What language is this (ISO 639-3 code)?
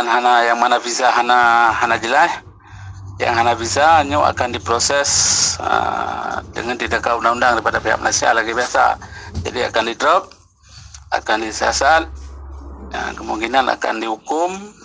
ace